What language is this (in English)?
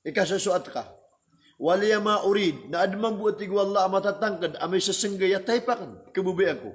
Maranao